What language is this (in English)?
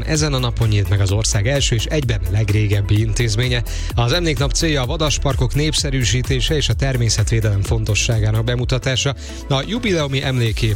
Hungarian